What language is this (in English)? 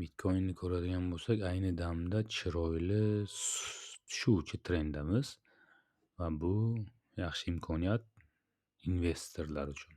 Uzbek